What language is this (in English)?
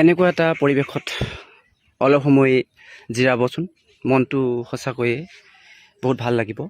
Assamese